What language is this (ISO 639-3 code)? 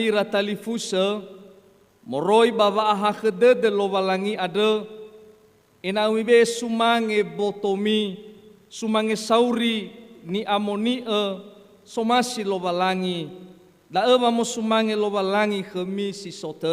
nia